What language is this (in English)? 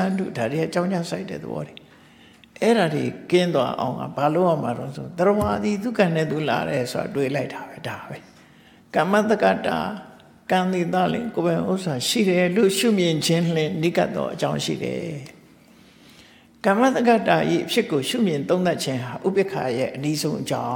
Burmese